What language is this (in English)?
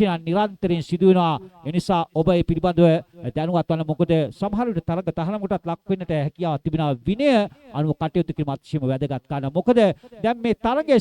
Sinhala